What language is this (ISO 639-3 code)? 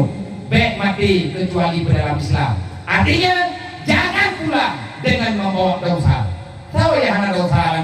ace